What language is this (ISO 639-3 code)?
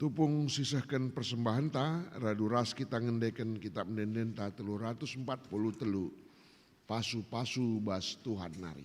btx